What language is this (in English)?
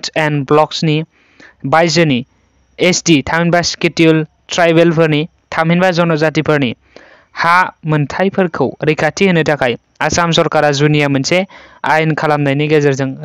Bodo